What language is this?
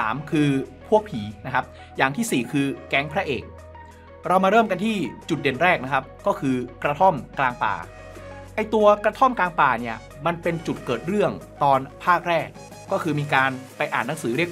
Thai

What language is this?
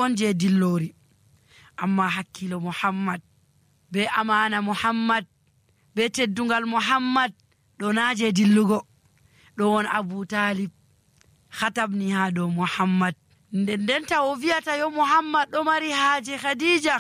Nigerian Fulfulde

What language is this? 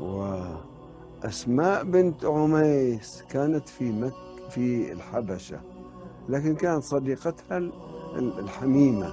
Mesopotamian Arabic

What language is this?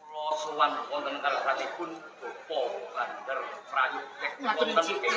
Javanese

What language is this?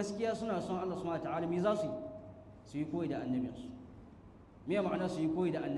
Hausa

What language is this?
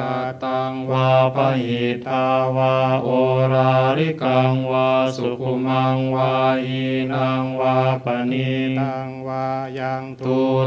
Pali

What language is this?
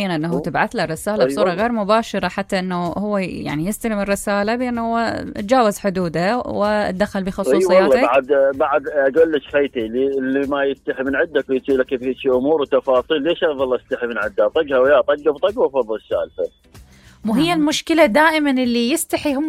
Mesopotamian Arabic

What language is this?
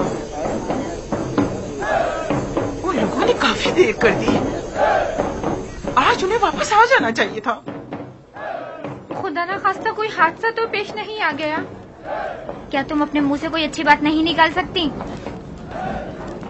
Urdu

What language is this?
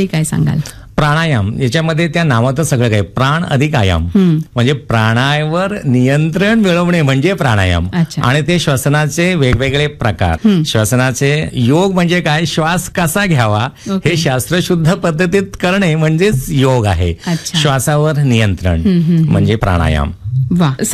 Marathi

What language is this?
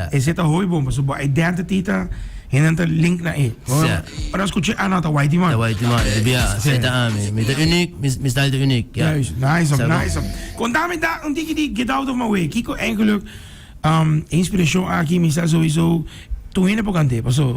Papiamento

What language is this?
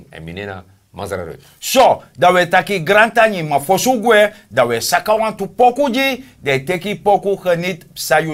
Sranan Tongo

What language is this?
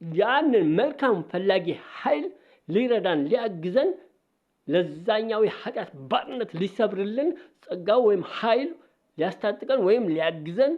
Amharic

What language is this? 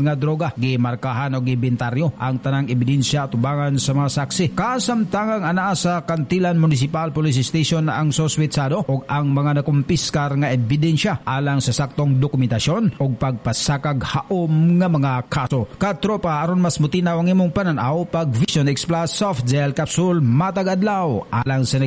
Cebuano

